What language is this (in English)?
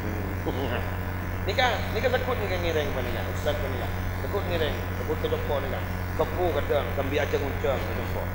Madurese